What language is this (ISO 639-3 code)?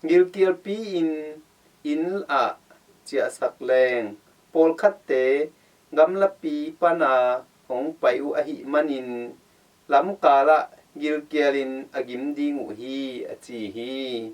ctd